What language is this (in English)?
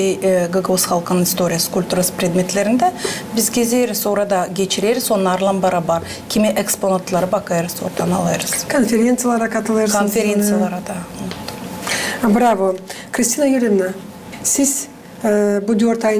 Gagauz